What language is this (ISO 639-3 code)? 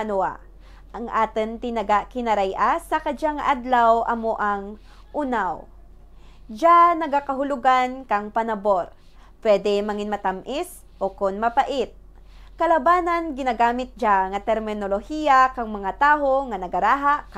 krj